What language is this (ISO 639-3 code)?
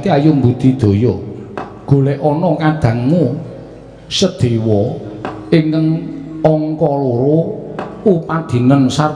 jav